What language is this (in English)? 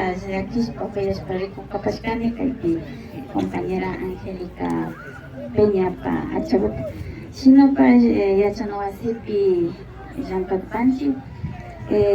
Imbabura Highland Quichua